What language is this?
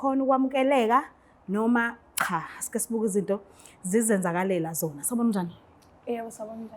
Zulu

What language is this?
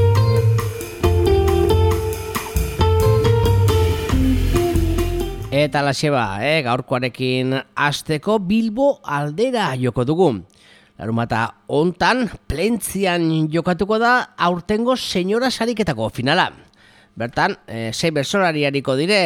Basque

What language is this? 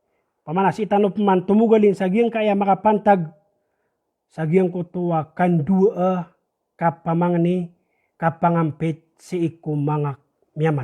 Maranao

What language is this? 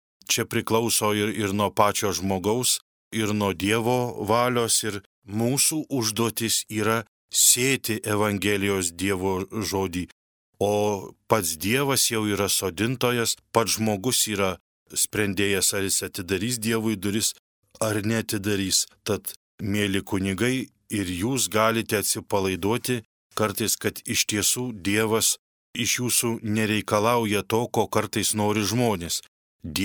Lithuanian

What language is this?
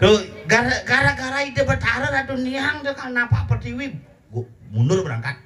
Balinese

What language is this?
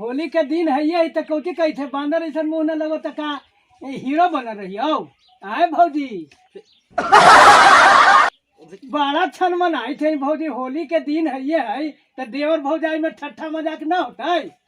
Magahi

